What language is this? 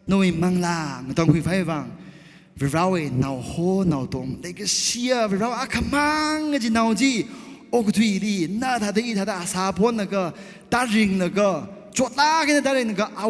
Tangkhul Naga (India)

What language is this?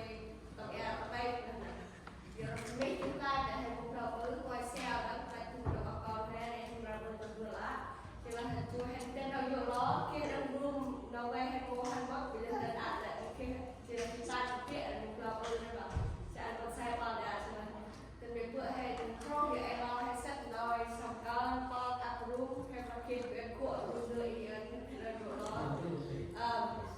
Central Mnong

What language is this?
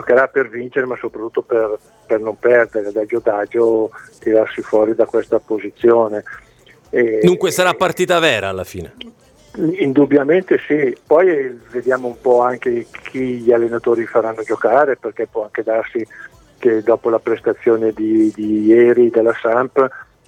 Italian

